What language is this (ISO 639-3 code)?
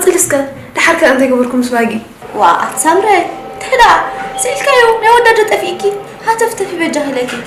tir